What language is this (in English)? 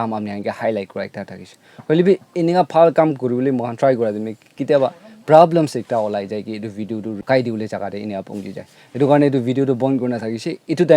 Naga Pidgin